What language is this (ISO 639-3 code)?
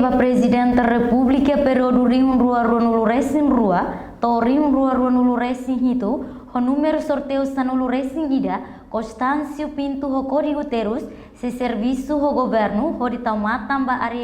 tet